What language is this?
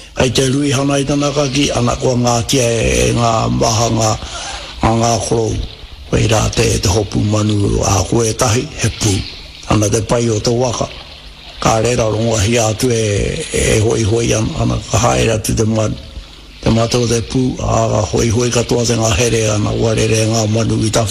Māori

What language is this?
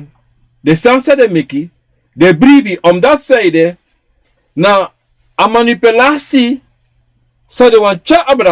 Sranan Tongo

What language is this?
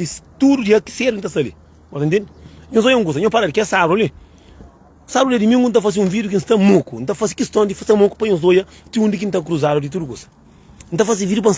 Kabuverdianu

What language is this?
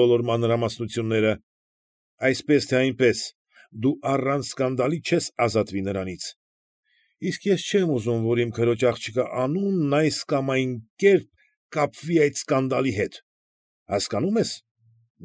Armenian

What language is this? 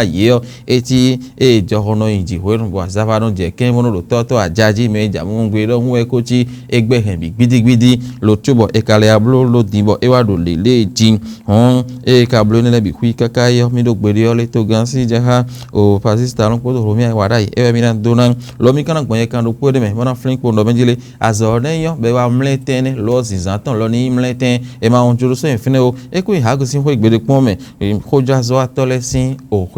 Fon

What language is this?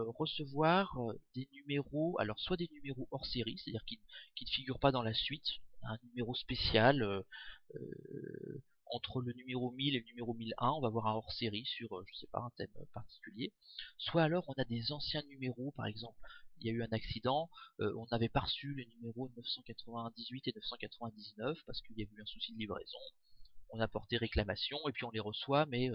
French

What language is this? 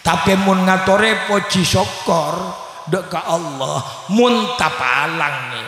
Madurese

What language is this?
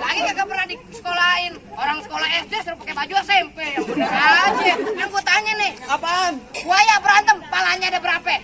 Betawi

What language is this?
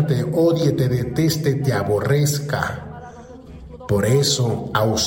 Spanish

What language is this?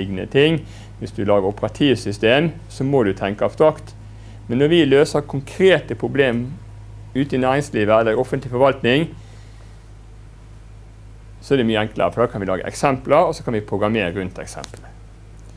Norwegian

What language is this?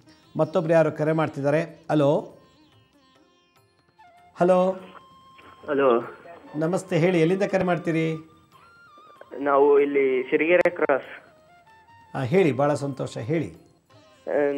Kannada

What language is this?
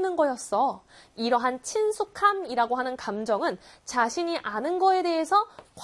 Korean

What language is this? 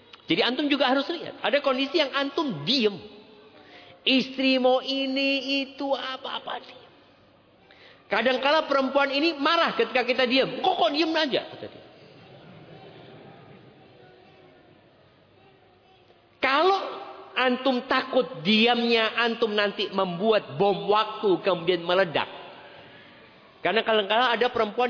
Indonesian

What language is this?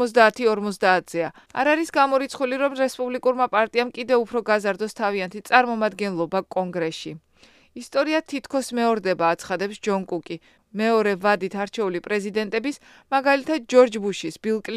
Georgian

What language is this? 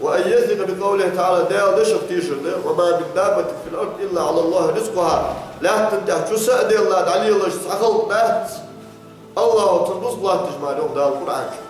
Ingush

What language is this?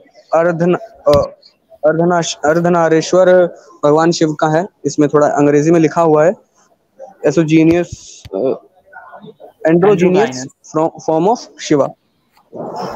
Hindi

